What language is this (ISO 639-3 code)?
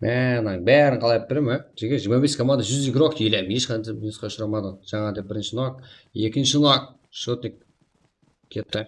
kaa